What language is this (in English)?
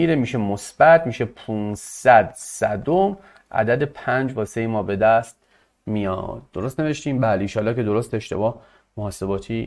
Persian